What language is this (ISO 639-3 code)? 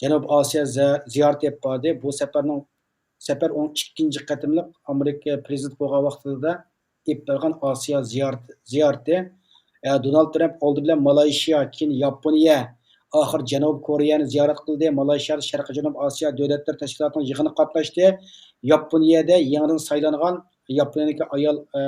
uig